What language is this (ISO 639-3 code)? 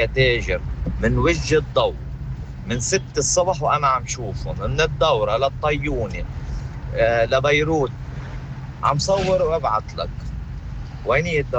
apc